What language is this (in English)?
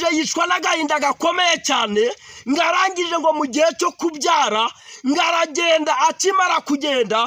Kinyarwanda